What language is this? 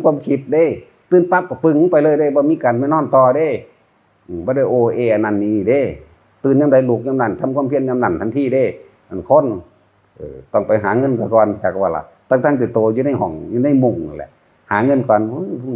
Northeastern Thai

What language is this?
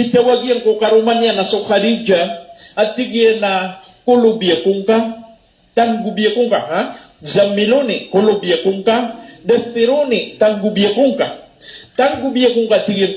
Maranao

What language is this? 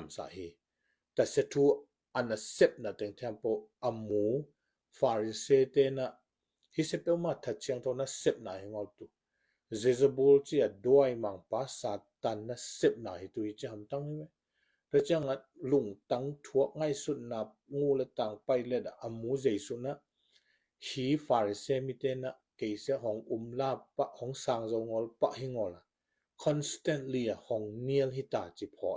Tedim Chin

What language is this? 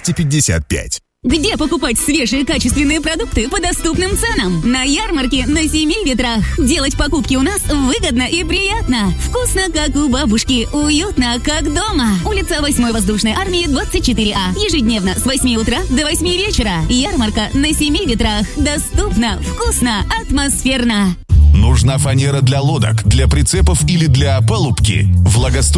Russian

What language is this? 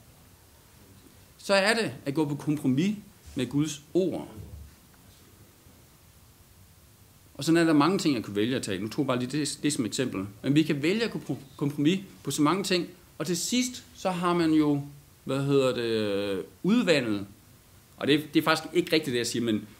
Danish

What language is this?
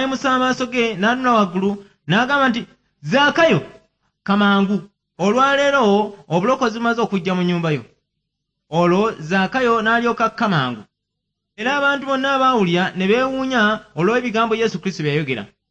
Ganda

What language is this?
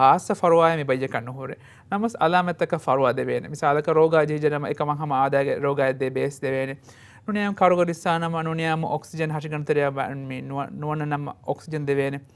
Divehi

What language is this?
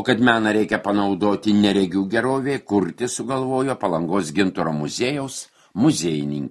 Lithuanian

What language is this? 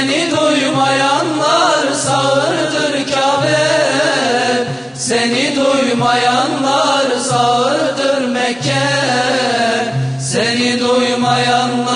Turkish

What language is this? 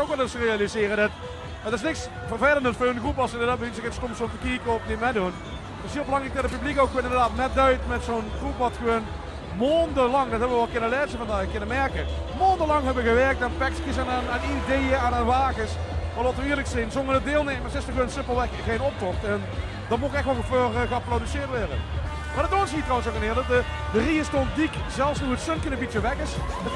Limburgish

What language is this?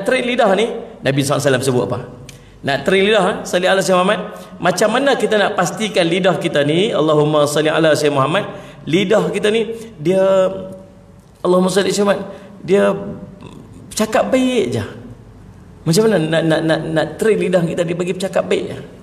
Malay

